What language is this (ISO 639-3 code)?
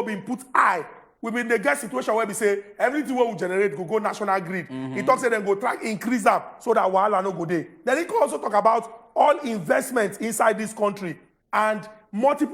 pcm